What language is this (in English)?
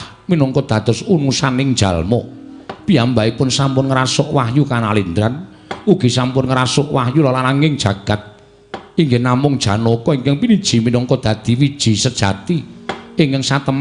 Javanese